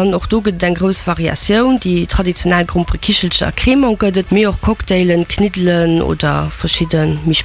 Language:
Luxembourgish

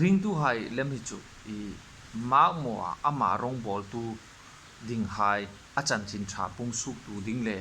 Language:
Hmar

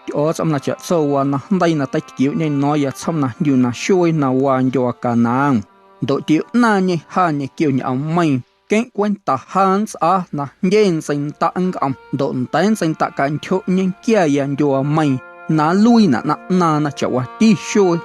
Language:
Guerrero Amuzgo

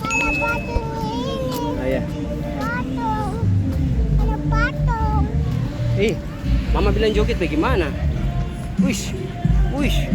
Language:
Ambonese Malay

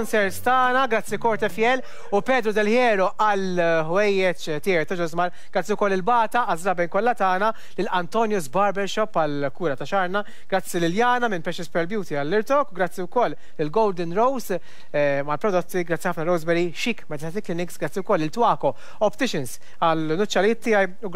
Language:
Maltese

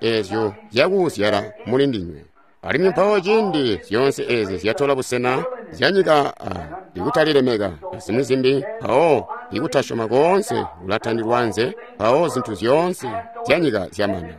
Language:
Tonga (Zambia)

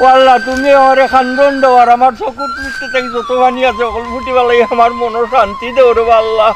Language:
Sylheti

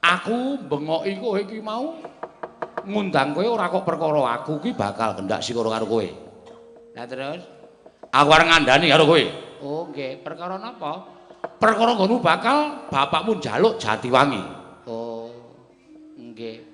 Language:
Javanese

